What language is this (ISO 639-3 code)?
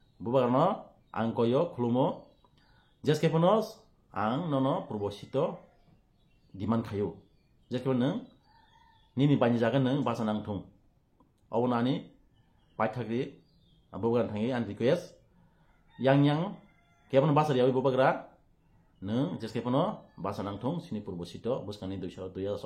trp